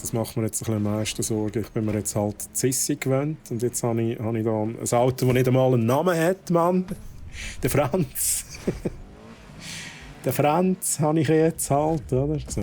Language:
Swiss German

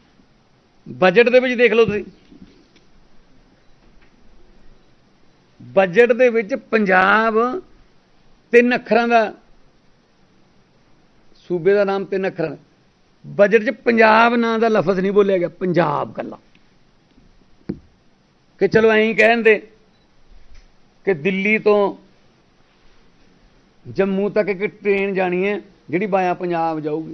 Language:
Punjabi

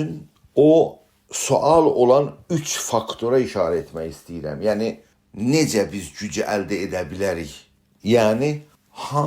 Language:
South Azerbaijani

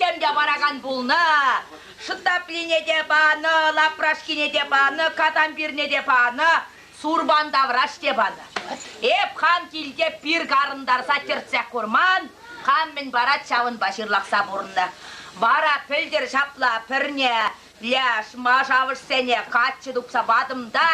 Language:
Chuvash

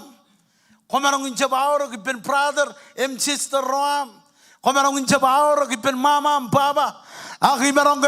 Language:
Marshallese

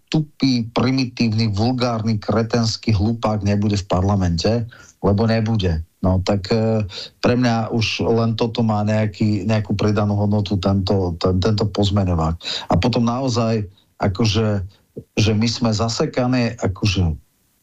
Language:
Slovak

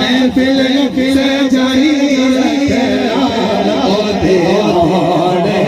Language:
Pahari-Potwari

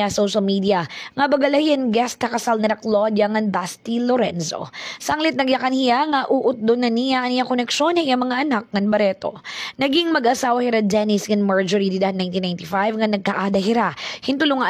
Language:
Waray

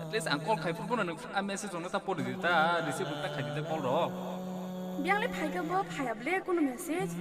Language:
Kok Borok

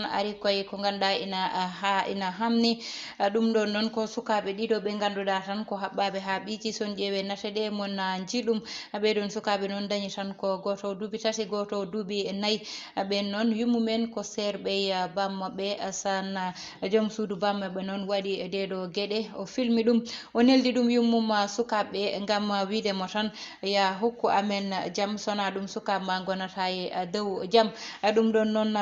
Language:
Fula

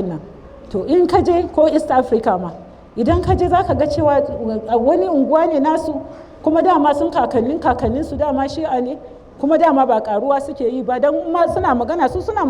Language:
Hausa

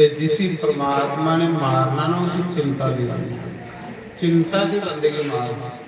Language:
Dogri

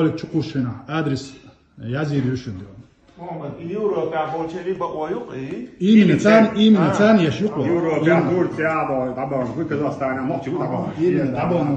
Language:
Chechen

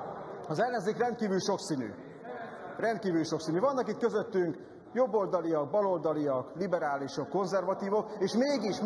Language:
Hungarian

